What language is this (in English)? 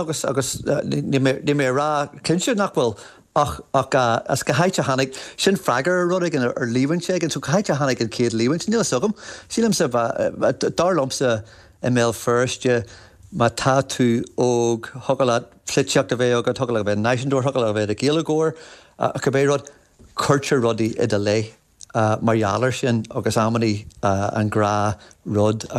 Irish